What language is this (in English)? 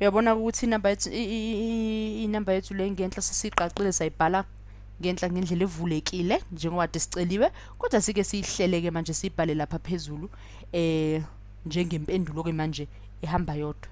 Zulu